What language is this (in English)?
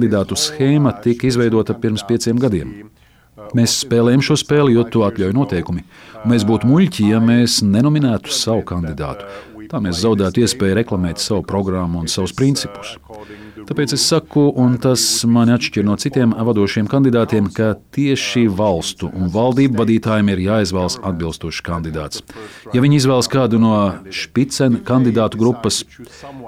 Latvian